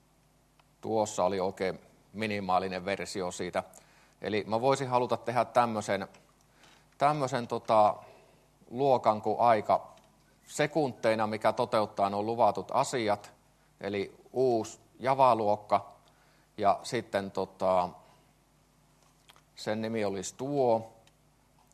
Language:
Finnish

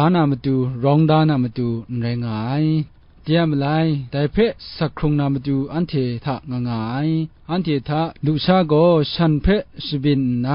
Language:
Kachin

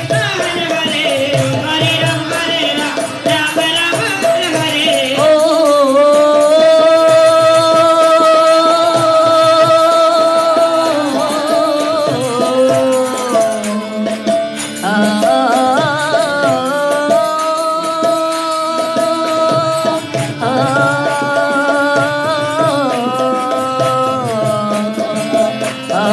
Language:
Bangla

